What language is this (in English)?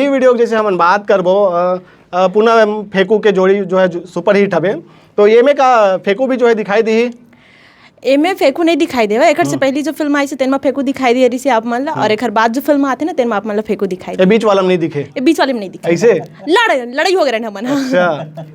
Chhattisgarhi